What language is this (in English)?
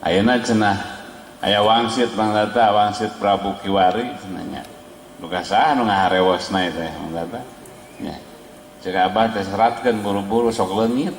Sundanese